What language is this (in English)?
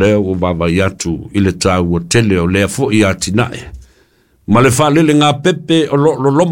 Samoan